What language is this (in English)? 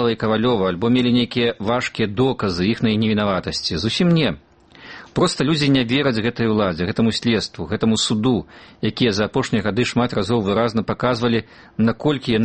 Belarusian